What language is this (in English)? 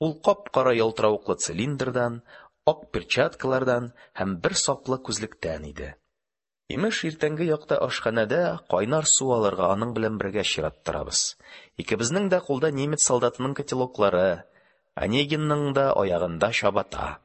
Tatar